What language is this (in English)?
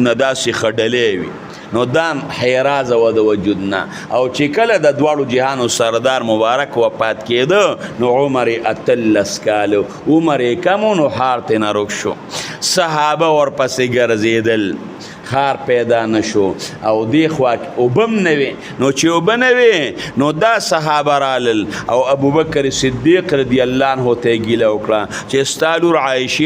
Pashto